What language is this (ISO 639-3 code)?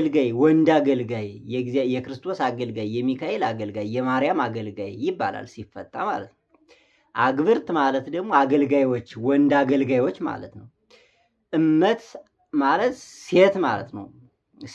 amh